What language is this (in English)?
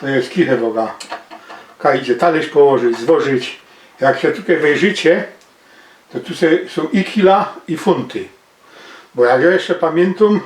Silesian